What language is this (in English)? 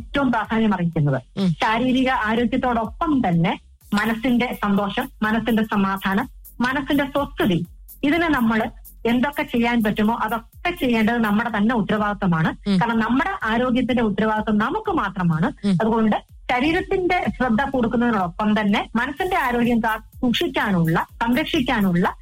Malayalam